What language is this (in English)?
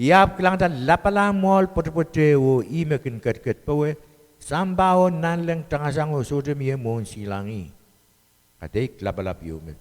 Pohnpeian